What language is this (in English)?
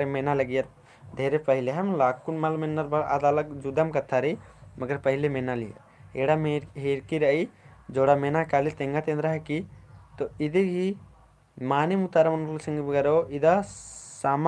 Kurukh